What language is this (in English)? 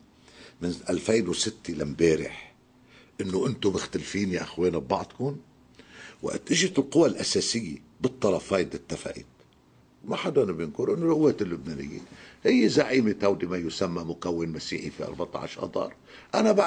North Levantine Arabic